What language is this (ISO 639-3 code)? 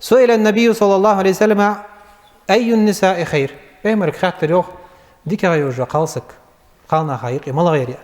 inh